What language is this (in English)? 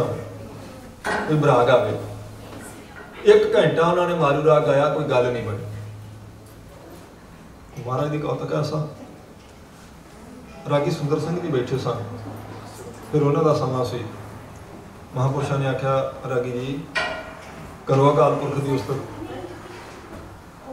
Punjabi